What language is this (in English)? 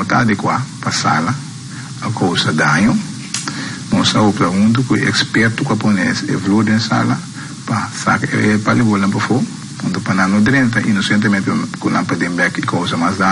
Papiamento